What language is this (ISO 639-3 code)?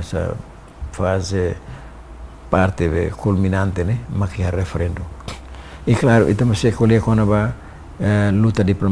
tet